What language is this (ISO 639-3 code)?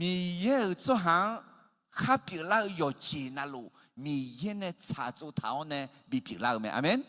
ahk